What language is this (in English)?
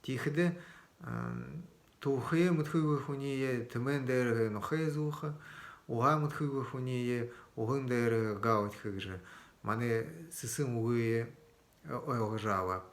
Buriat